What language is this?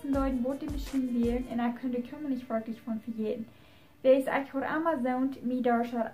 Plautdietsch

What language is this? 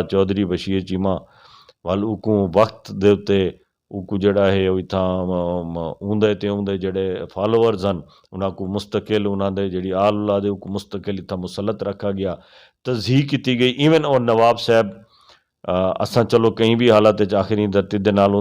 Saraiki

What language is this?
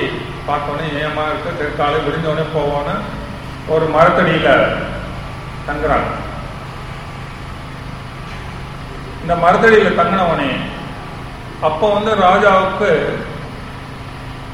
Tamil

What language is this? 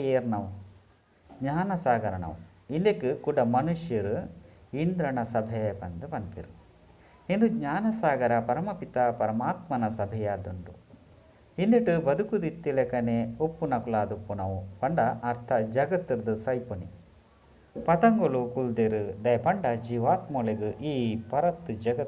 Tulu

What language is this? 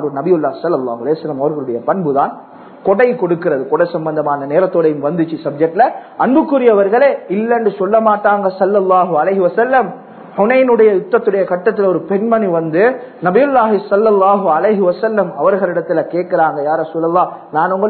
Tamil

